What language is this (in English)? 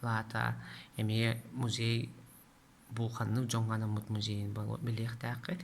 Yakut